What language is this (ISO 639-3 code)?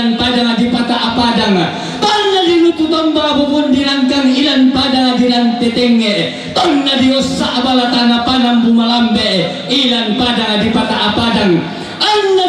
sda